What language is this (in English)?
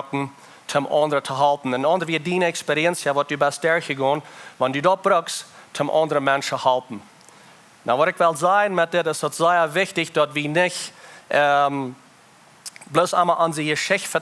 Plautdietsch